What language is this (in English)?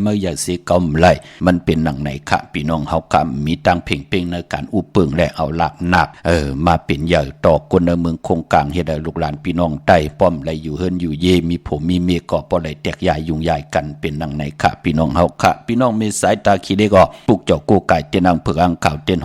Shan